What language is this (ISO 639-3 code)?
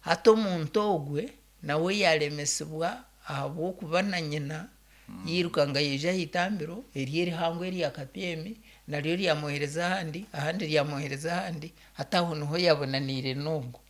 nyn